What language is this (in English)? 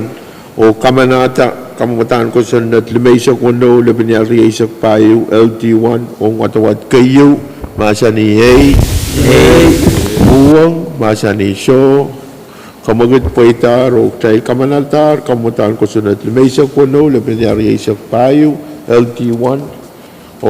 Pohnpeian